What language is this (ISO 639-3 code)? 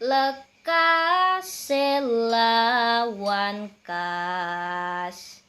jav